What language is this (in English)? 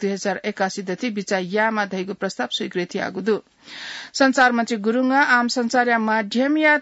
Newari